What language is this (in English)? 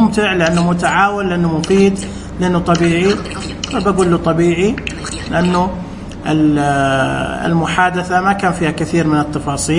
Najdi Arabic